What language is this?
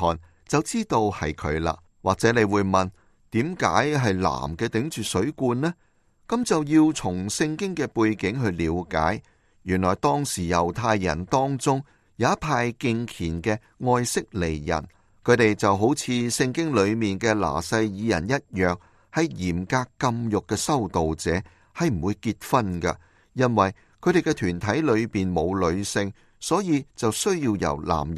Cantonese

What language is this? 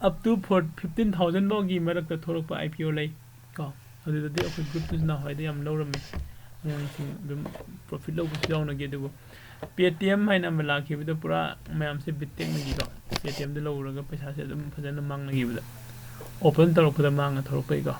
Manipuri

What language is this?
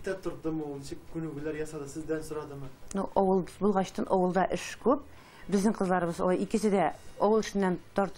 Tatar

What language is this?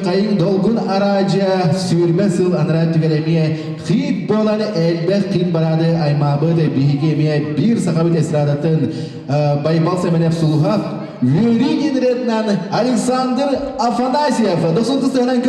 Yakut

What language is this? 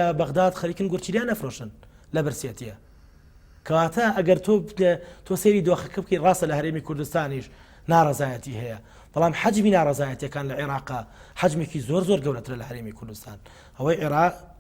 Central Kurdish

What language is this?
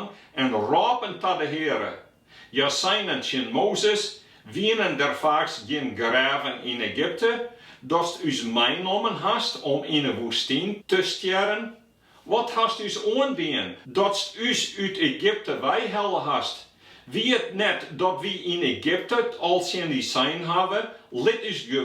Western Frisian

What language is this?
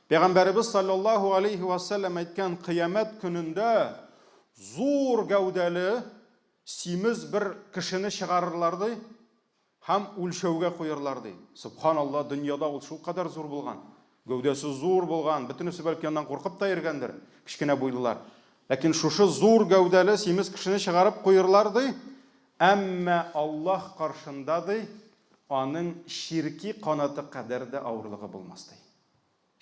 Tatar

